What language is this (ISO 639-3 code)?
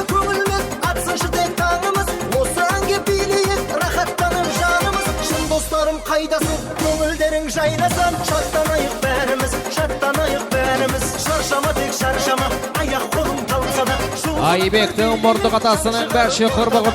kaa